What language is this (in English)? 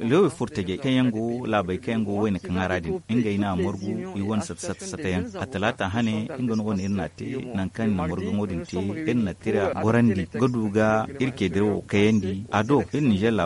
Zarma